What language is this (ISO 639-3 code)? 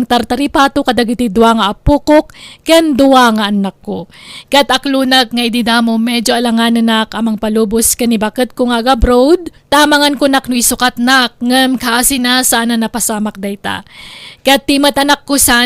ilo